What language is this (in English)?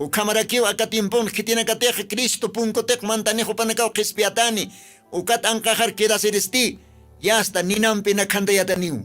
Aymara